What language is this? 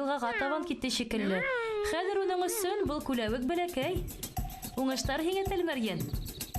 Bashkir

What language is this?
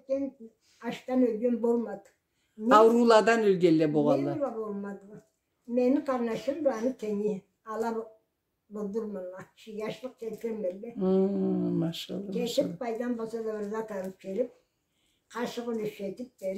Karachay-Balkar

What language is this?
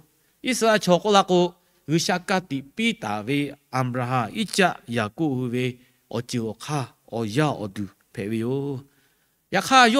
Lahu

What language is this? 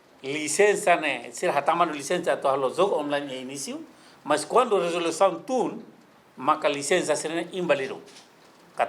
Tetum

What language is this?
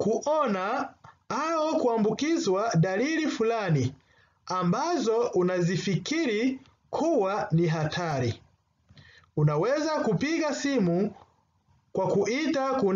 Swahili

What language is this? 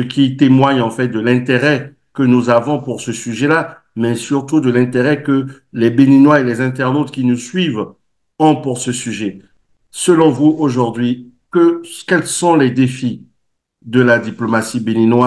French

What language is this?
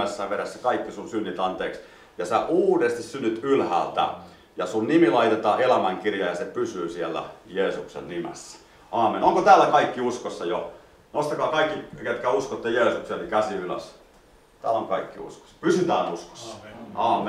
Finnish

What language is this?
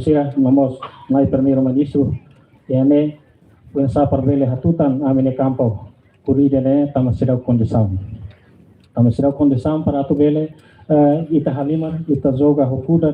Tetum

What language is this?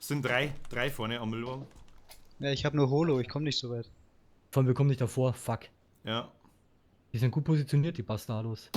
Bavarian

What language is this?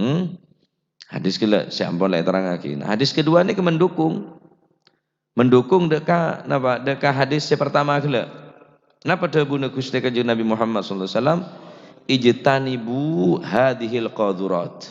Madurese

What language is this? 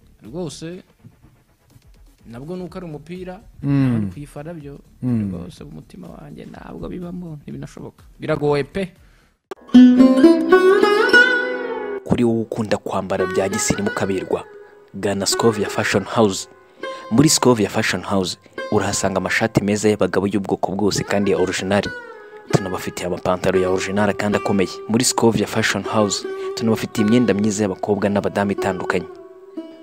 Kinyarwanda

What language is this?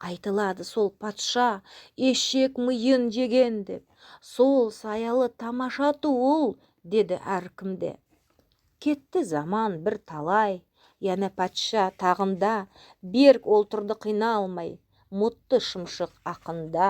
Nogai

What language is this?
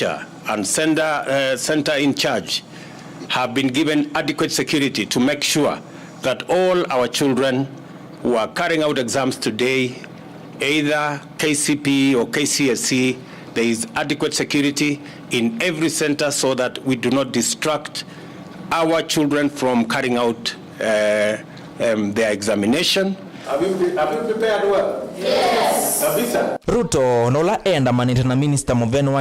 Kamba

